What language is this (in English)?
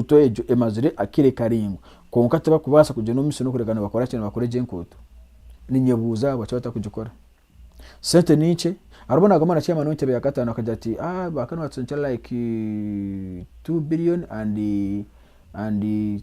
Nyankole